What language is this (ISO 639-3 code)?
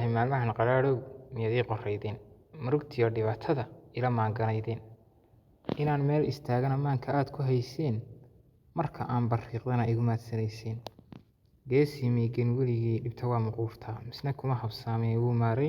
som